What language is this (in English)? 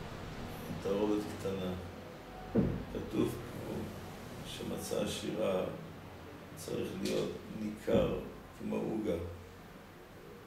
Hebrew